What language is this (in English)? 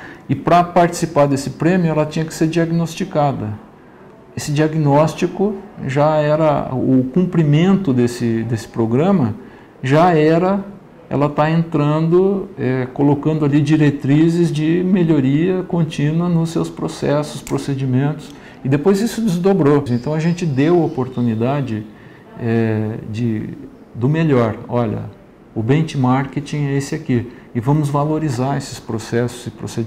Portuguese